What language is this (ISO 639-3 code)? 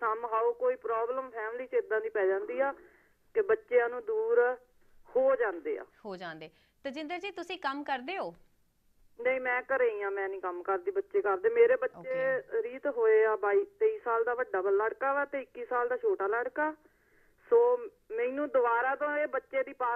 pan